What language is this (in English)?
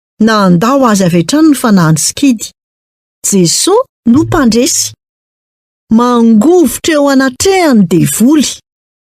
Malagasy